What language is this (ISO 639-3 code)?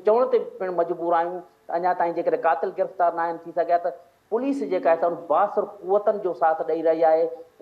snd